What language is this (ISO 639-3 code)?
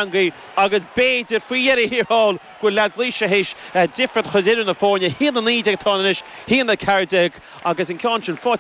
gle